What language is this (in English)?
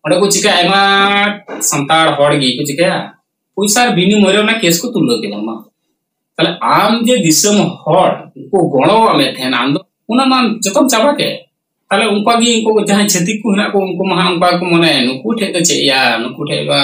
Santali